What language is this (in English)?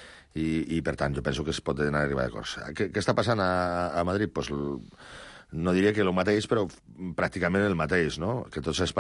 Catalan